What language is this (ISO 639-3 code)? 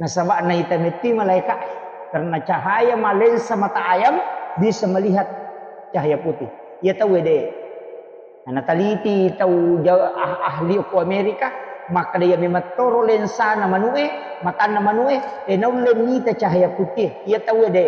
bug